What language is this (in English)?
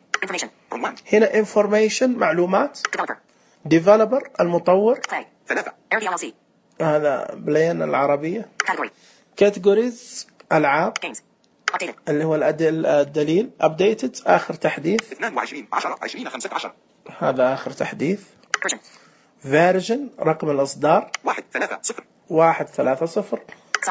Najdi Arabic